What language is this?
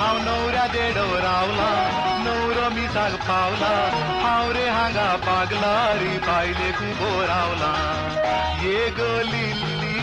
Konkani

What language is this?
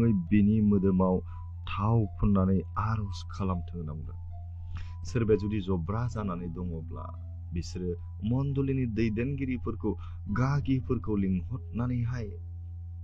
Bodo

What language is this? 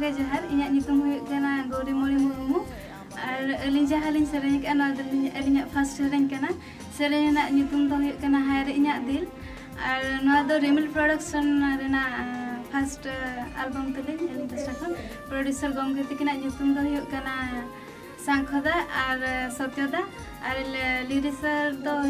Santali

